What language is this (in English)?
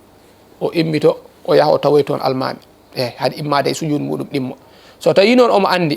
Fula